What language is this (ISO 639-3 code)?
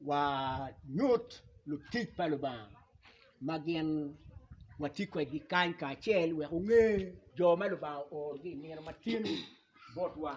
ach